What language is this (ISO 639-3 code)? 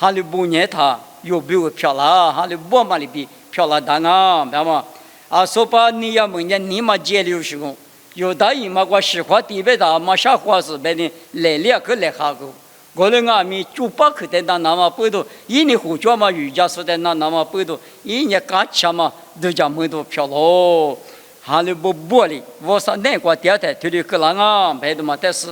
lis